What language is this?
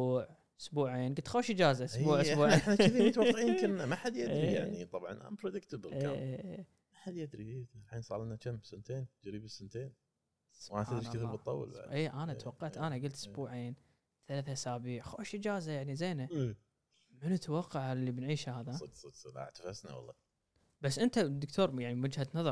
Gulf Arabic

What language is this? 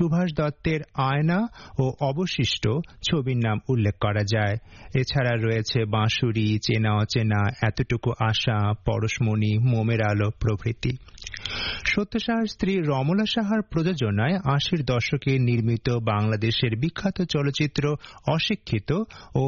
Bangla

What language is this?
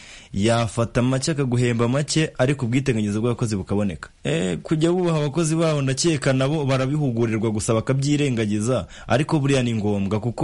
Kinyarwanda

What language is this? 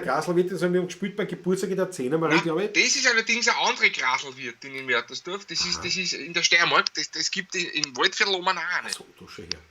Bavarian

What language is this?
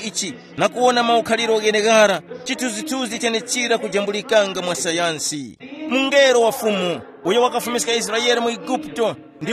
Tumbuka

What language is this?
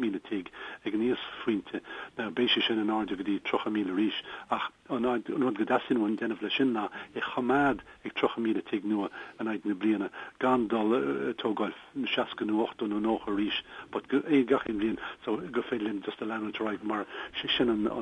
Irish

